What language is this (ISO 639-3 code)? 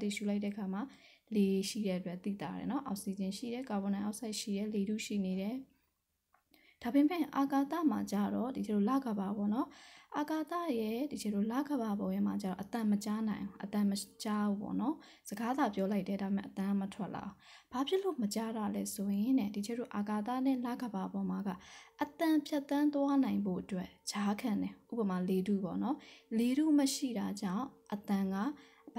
mya